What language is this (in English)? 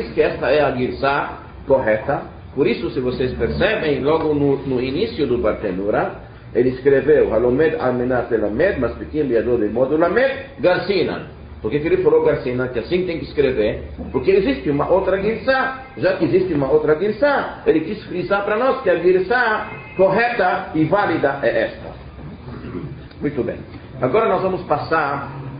Portuguese